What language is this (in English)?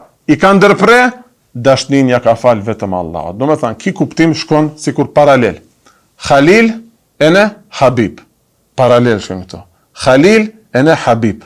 Albanian